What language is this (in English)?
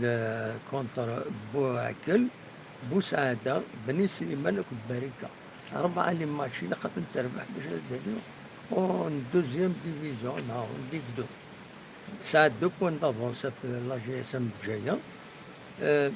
Kabyle